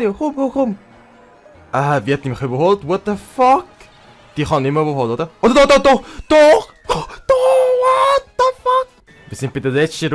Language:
Swiss German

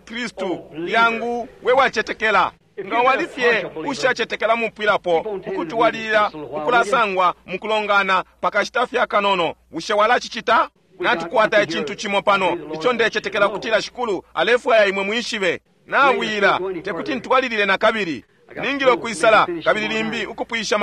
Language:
Bemba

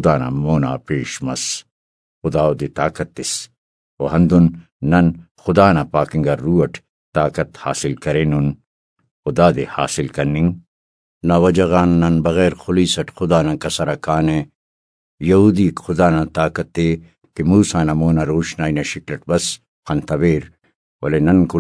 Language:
Brahui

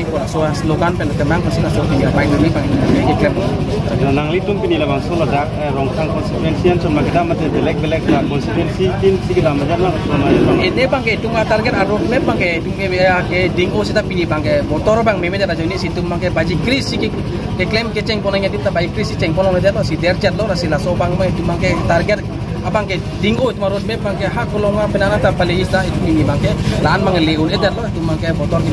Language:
Karbi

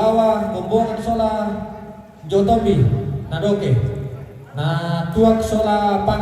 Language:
Toraja-Sa'dan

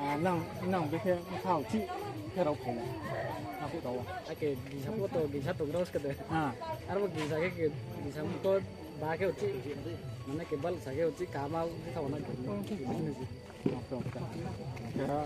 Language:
Riang (India)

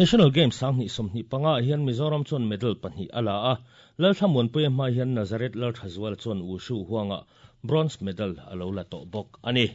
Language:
Mizo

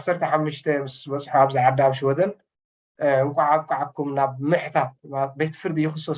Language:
Tigrinya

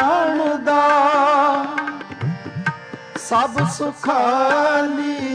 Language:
Punjabi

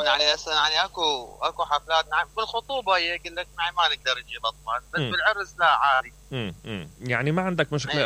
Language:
Mesopotamian Arabic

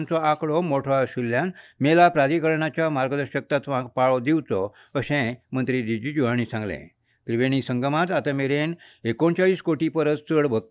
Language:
Konkani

